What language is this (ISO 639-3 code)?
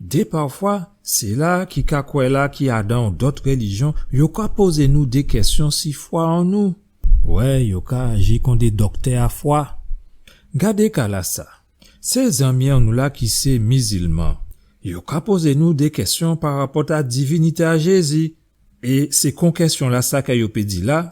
gcf